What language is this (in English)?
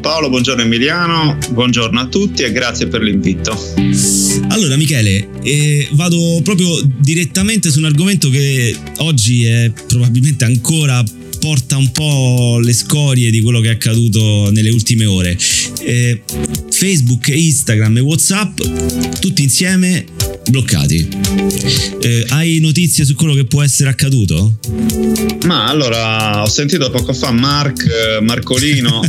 Italian